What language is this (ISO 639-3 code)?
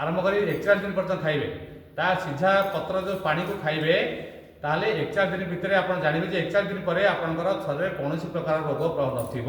ori